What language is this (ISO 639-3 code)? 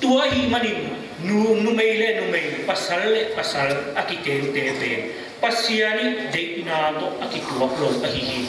ctd